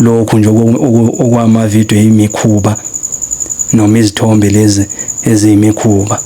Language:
Zulu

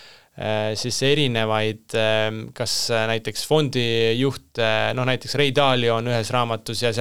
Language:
Estonian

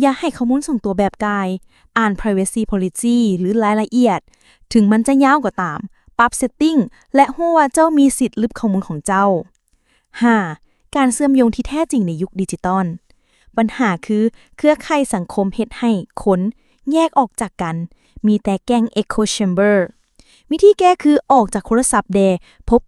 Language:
Lao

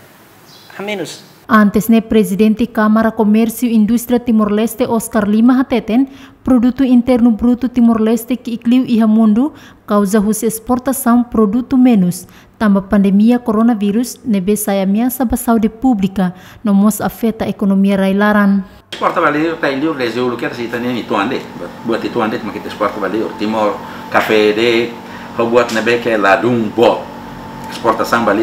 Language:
Tetum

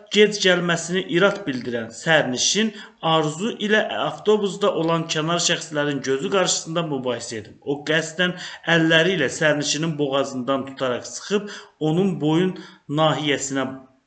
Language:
Azerbaijani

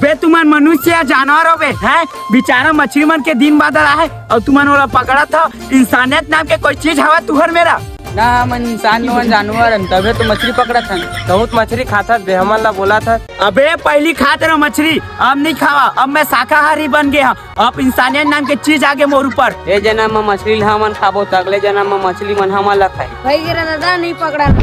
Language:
Chhattisgarhi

